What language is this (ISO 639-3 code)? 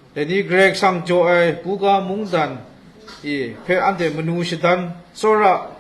kac